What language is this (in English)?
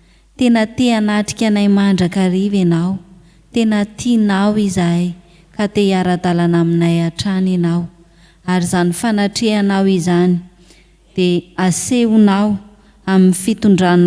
Malagasy